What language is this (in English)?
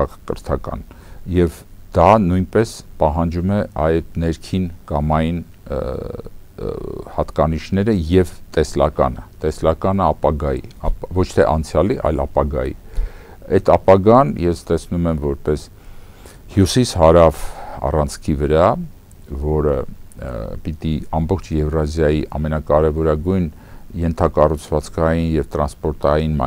Armenian